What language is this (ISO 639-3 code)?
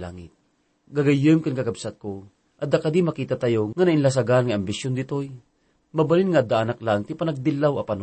ilo